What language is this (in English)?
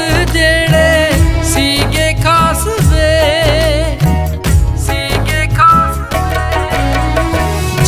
Punjabi